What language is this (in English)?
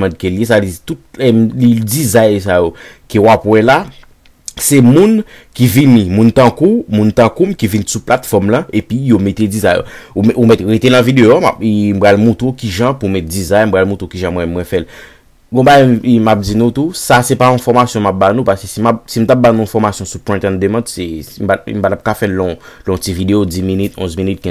Haitian Creole